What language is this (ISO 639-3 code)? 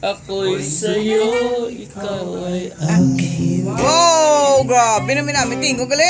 hil